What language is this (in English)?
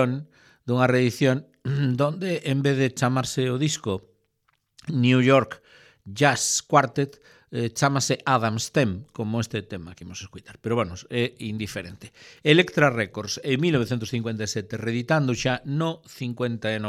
Galician